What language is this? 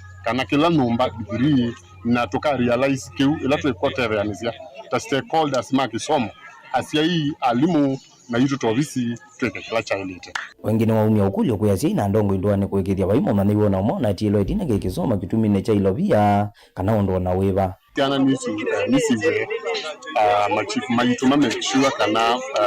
Kamba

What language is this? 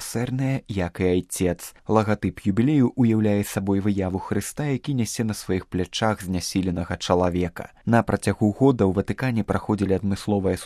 Belarusian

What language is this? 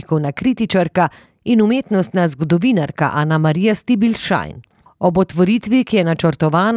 Slovenian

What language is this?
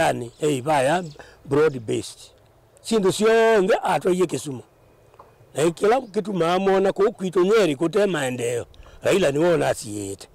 Kamba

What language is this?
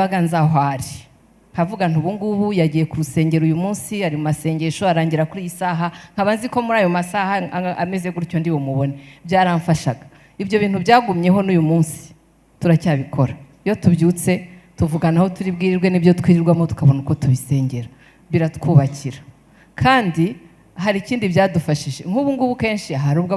Kinyarwanda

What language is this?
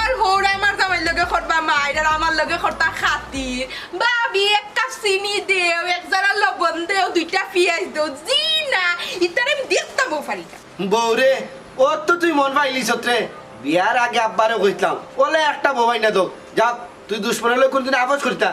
Sylheti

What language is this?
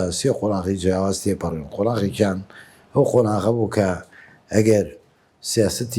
Central Kurdish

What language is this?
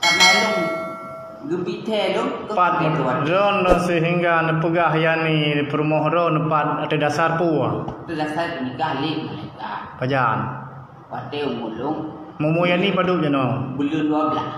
Achinese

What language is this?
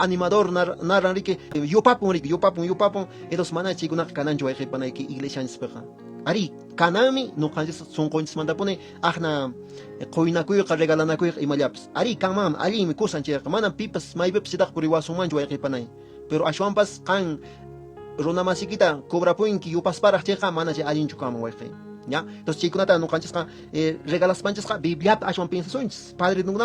Quechua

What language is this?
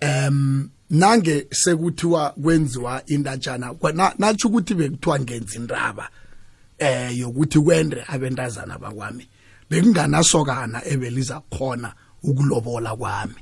South Ndebele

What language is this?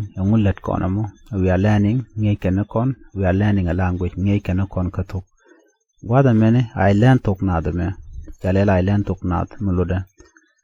Nuer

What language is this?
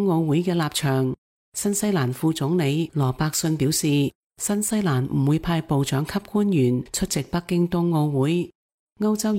Cantonese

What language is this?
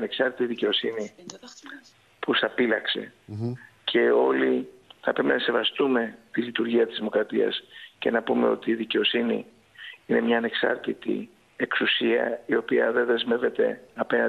Greek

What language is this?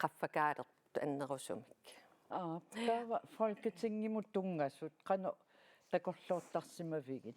Kalaallisut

